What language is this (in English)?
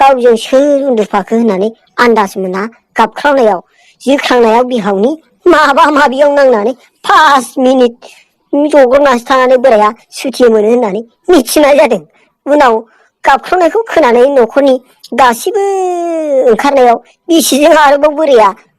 Bodo